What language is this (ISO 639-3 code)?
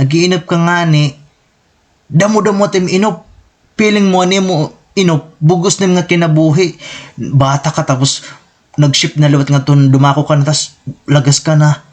war